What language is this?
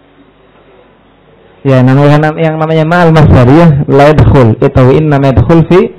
Indonesian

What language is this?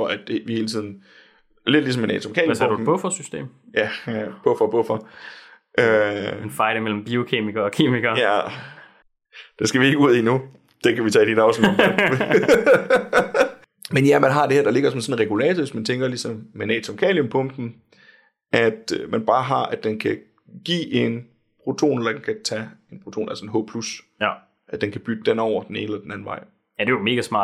Danish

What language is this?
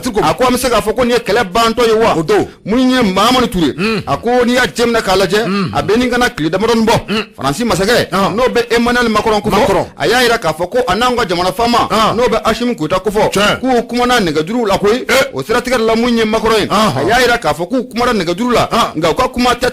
Bambara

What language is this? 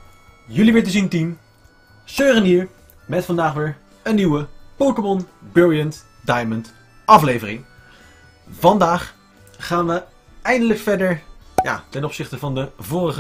Dutch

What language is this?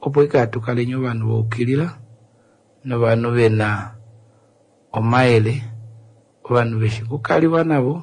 Kuanyama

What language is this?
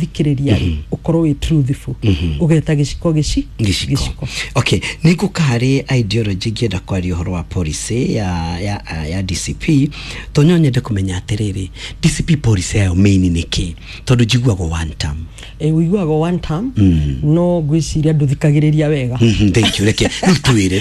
Kikuyu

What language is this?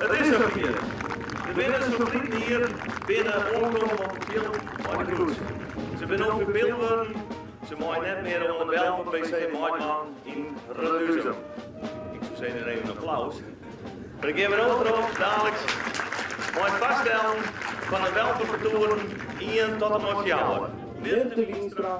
Western Frisian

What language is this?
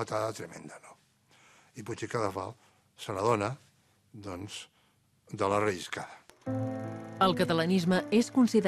Catalan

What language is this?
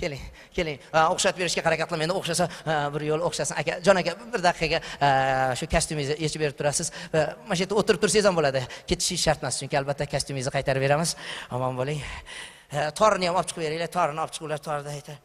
Uzbek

